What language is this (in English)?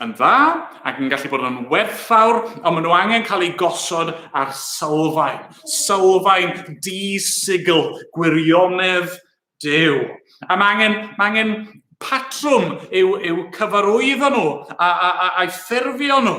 Welsh